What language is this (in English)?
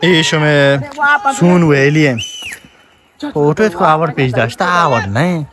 Baluchi